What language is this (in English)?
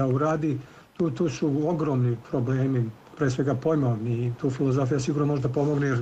Serbian